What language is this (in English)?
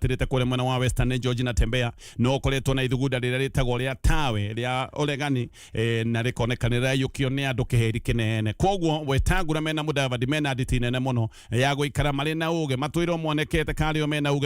Kikuyu